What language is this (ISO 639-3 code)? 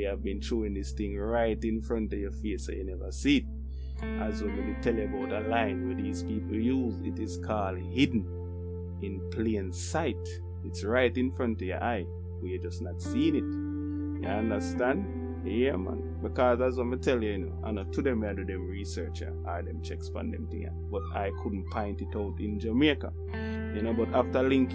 jam